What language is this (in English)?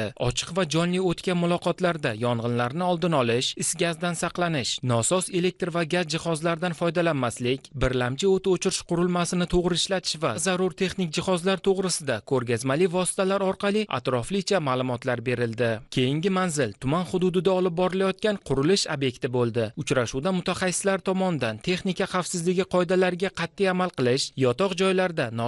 Uzbek